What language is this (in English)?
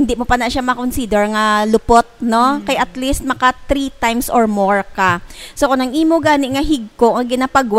Hiligaynon